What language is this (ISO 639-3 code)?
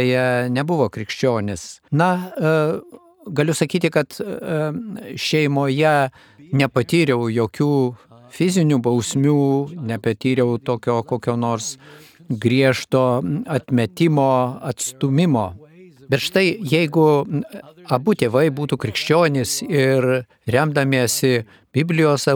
lit